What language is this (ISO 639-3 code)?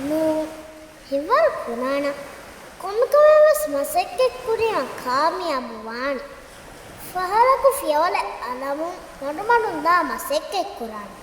div